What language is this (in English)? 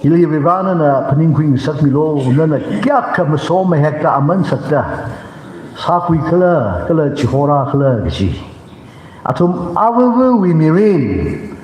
Tangkhul Naga (India)